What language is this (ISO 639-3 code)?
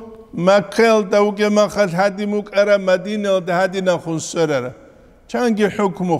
ava